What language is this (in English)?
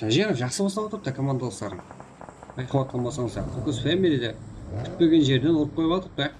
Kara-Kalpak